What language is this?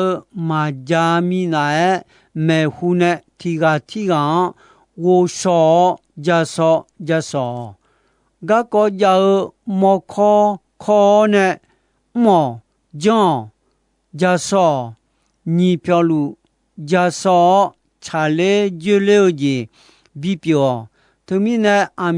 Akha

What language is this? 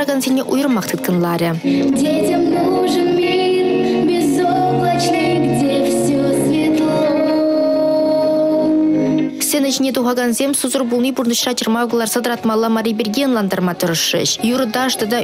Chuvash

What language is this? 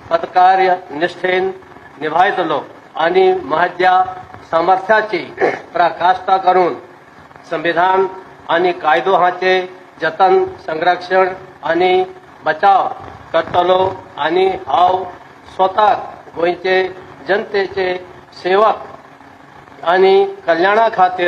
Konkani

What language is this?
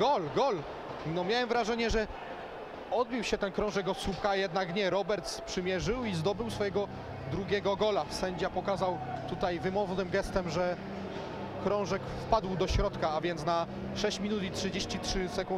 Polish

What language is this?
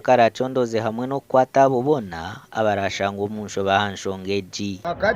Nyankole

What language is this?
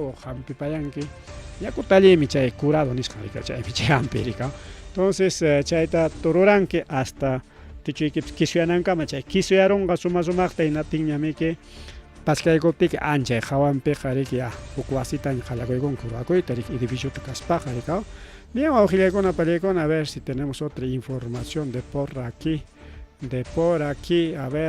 Ayacucho Quechua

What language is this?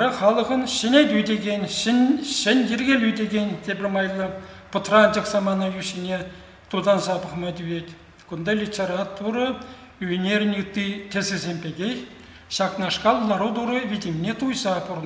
Chuvash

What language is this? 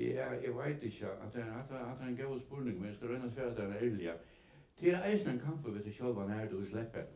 Faroese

